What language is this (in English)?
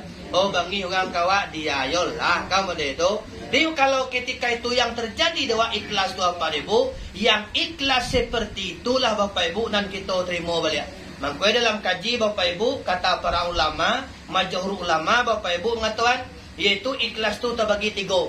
Minangkabau